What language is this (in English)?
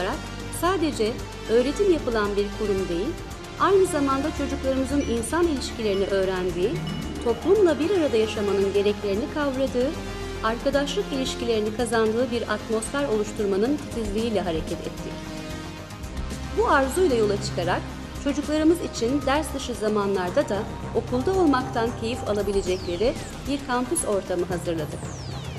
Turkish